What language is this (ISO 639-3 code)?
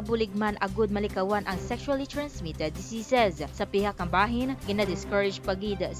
hil